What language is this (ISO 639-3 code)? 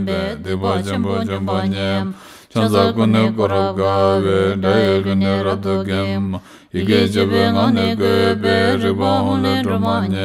bod